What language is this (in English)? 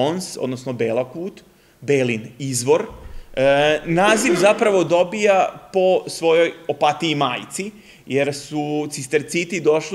Serbian